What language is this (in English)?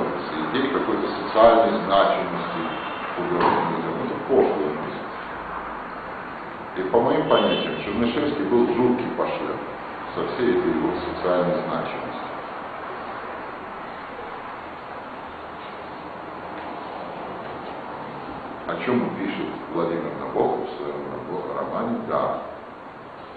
Russian